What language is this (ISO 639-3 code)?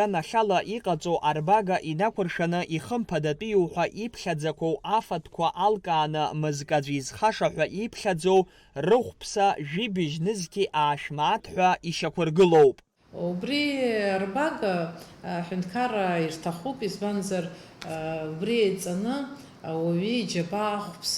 abk